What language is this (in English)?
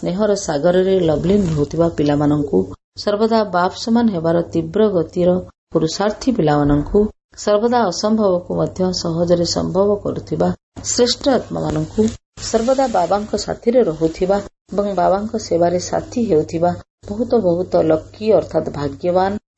Odia